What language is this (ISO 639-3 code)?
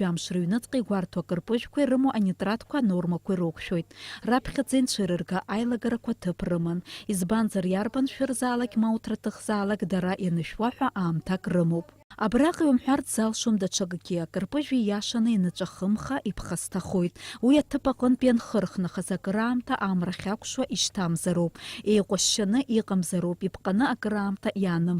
abk